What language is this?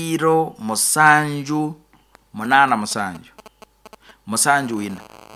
Nyoro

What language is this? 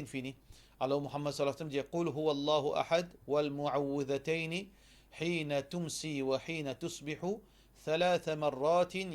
Morisyen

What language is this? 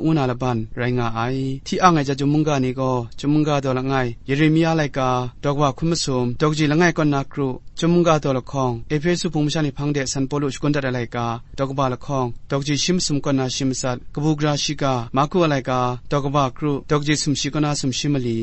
Kachin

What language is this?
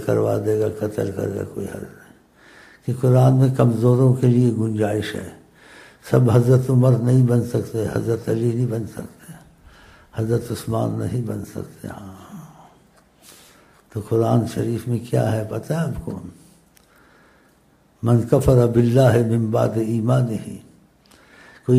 Urdu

